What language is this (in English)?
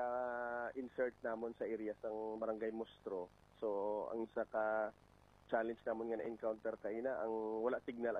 Hiligaynon